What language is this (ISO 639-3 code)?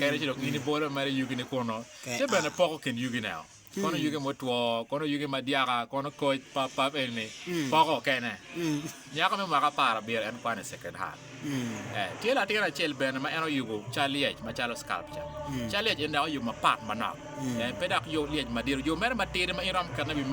ach